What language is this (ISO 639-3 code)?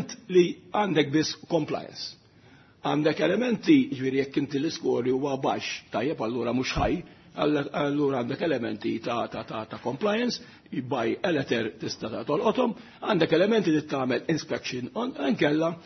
mlt